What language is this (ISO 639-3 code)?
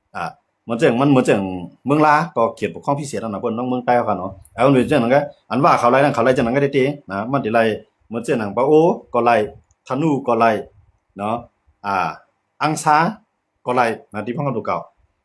shn